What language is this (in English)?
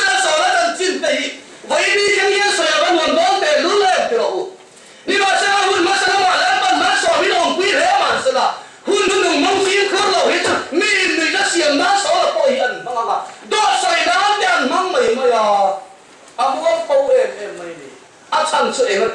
Mizo